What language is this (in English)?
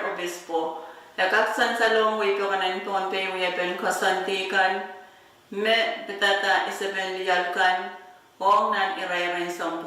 Pohnpeian